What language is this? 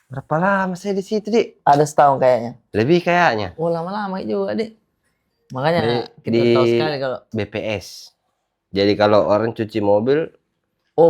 Makassar Malay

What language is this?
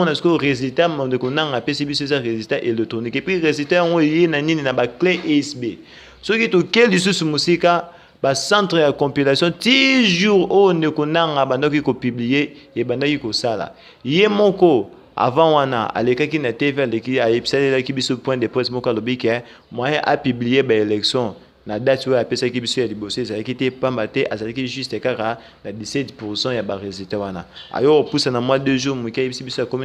Lingala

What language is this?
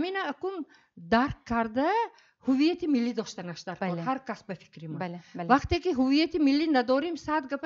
Tajik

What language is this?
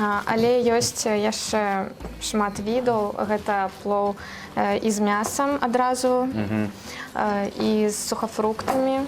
Belarusian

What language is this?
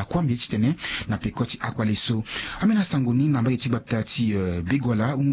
Sango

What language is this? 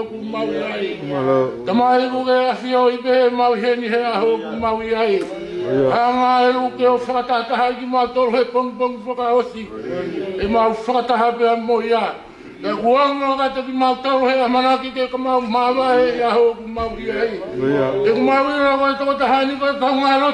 Tongan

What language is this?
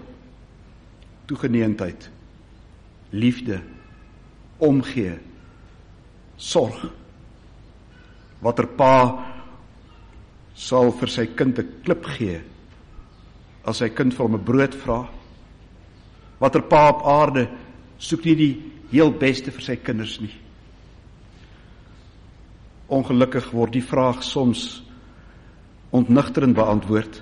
Afrikaans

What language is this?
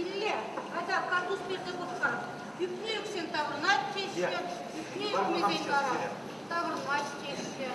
Chuvash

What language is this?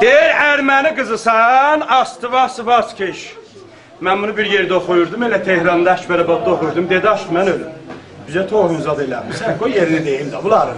South Azerbaijani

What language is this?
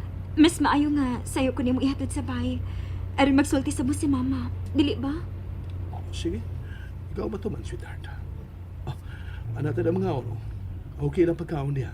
Cebuano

